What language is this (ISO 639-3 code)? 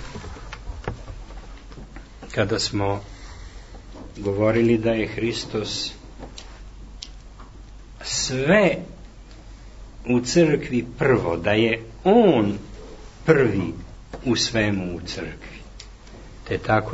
srp